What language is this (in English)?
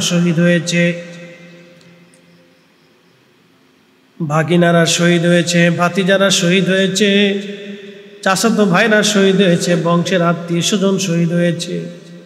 Bangla